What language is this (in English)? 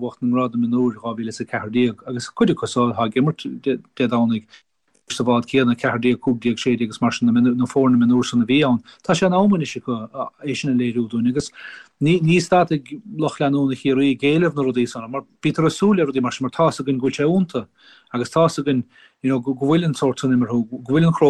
Irish